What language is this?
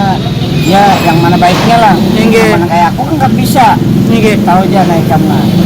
Banjar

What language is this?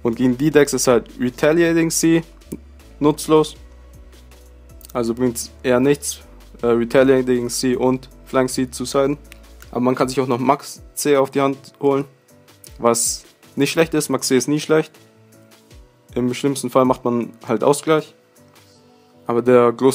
German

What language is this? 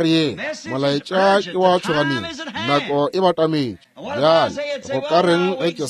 Northern Sotho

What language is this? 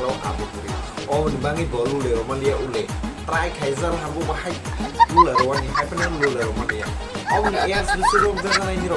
Kok Borok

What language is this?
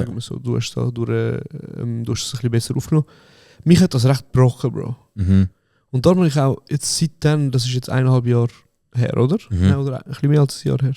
Swiss German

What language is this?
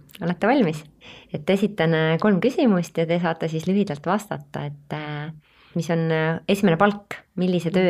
Estonian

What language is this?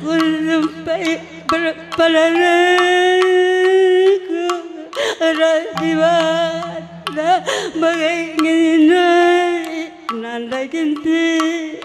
Batak Karo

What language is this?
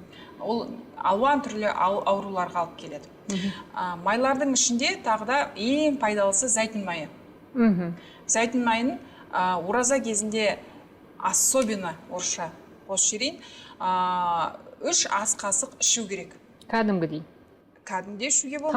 Kazakh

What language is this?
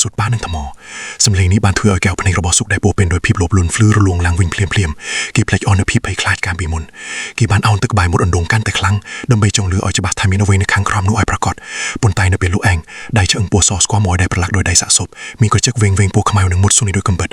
Khmer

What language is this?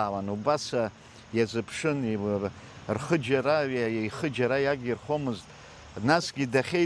Abkhazian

